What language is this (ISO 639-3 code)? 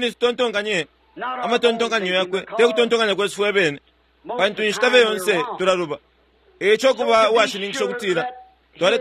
bem